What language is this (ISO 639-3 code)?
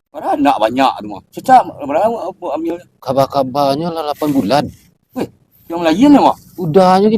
min